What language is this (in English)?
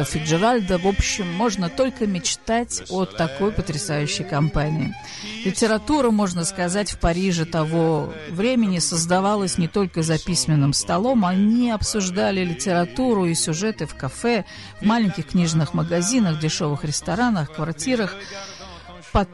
Russian